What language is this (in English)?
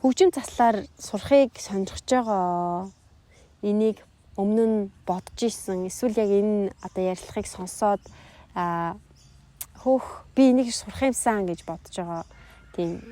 Mongolian